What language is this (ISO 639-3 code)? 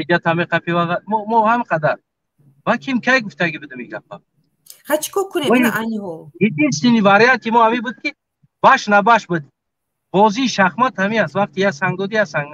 tgk